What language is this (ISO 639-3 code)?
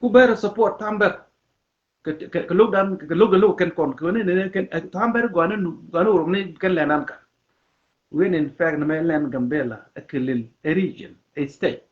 nus